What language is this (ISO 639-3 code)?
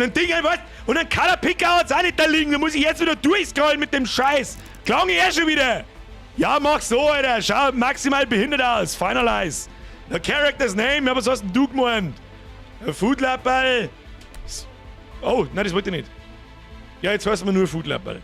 bar